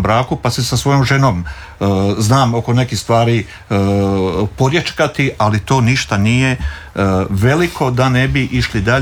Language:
Croatian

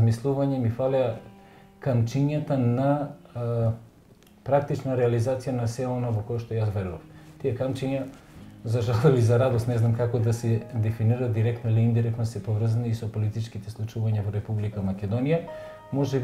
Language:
Macedonian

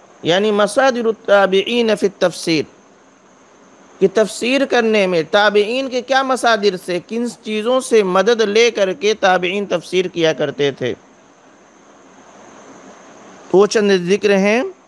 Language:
Urdu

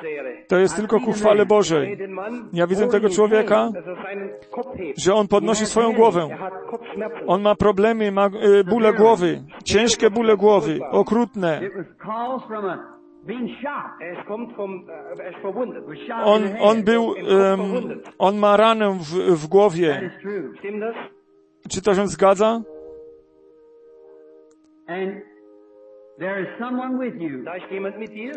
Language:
Polish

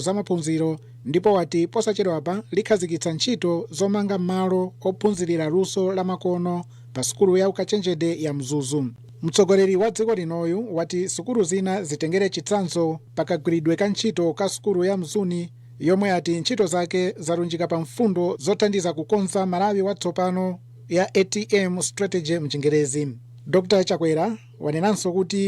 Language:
Nyanja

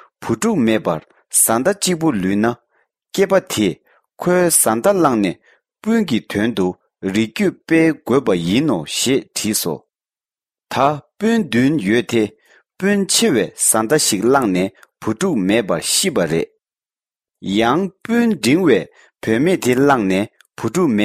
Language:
Tibetan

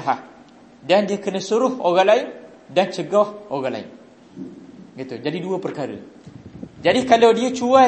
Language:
Malay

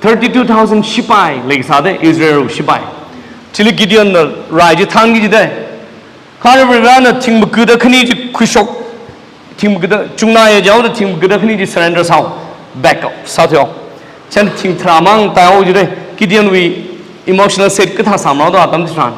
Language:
Tangkhul Naga (India)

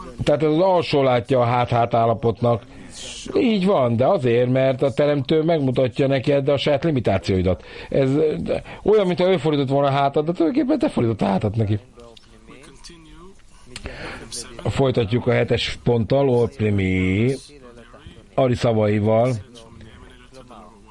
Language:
Hungarian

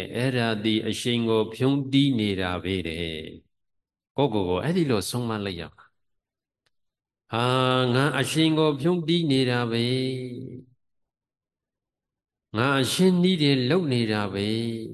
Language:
Burmese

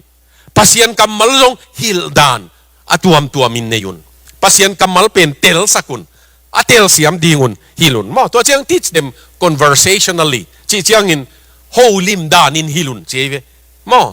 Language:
Tedim Chin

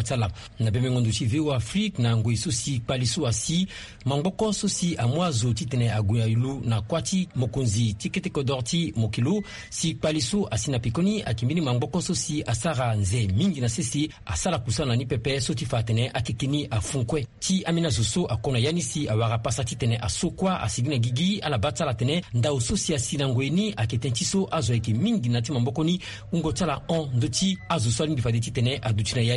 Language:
Sango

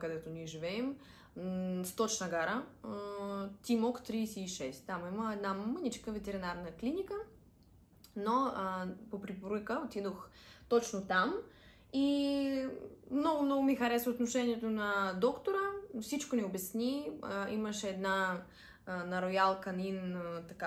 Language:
Bulgarian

